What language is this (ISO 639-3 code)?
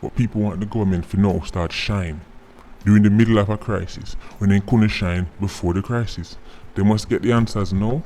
jam